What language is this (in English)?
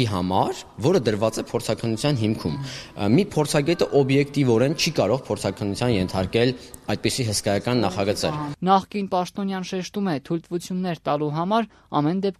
Armenian